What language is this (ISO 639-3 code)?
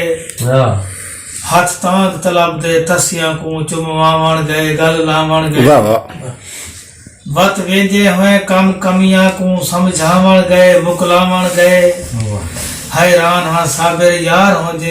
skr